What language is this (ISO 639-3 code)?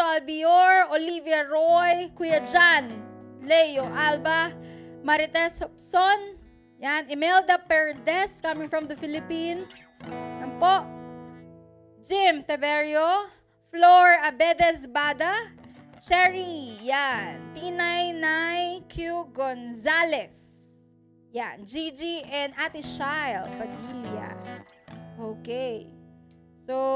fil